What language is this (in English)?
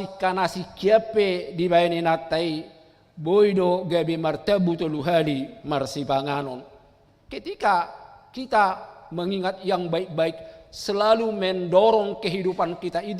Batak Toba